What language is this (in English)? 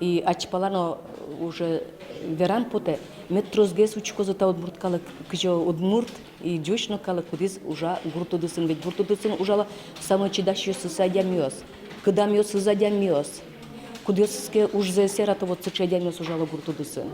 Udmurt